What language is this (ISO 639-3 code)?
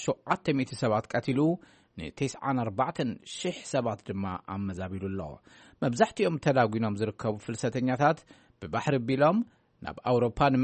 tir